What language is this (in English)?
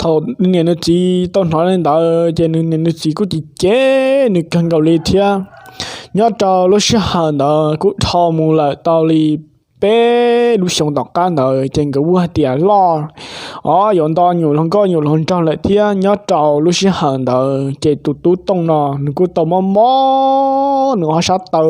Hmong